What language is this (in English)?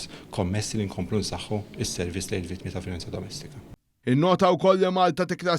Maltese